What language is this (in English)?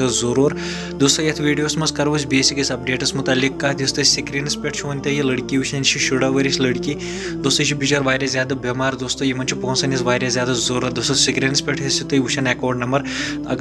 Kashmiri